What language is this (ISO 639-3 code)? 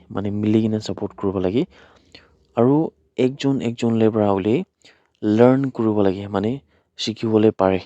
nag